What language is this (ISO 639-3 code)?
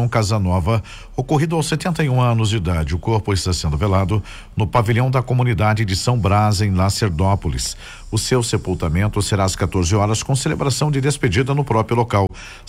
por